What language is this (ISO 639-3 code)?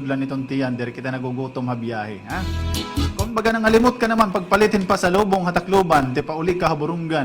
war